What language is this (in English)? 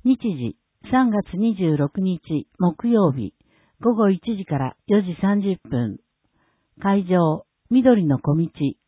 Japanese